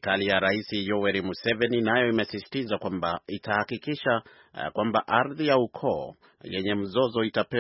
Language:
Swahili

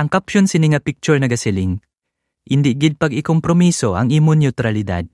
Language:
Hiligaynon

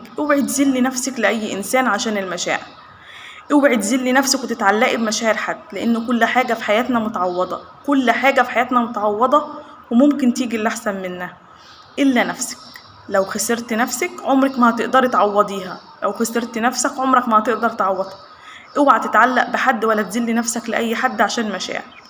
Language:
Egyptian Arabic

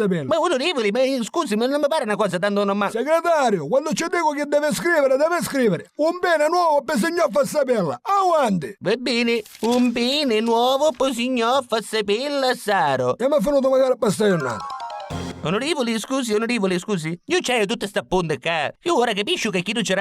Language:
Neapolitan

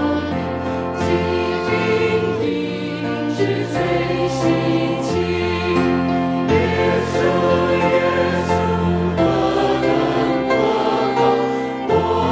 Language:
Chinese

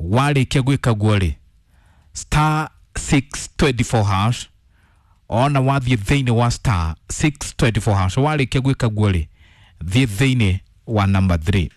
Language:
Kikuyu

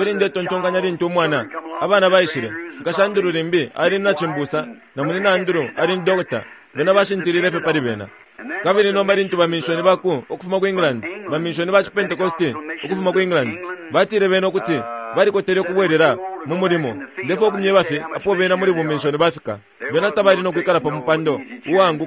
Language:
Bemba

